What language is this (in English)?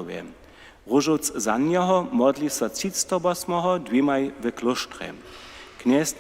Upper Sorbian